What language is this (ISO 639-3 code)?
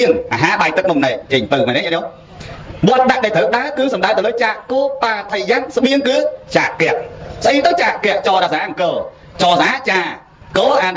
khm